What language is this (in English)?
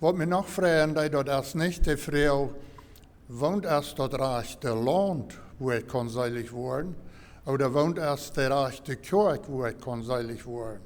Plautdietsch